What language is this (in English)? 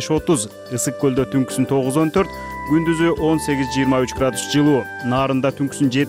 Kyrgyz